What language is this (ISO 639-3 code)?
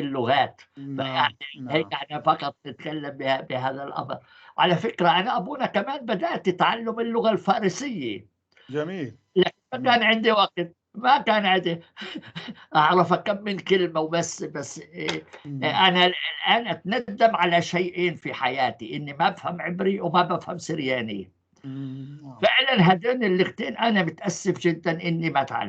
apc